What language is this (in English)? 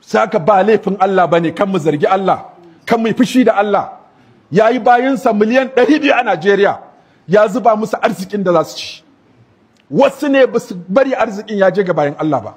Hausa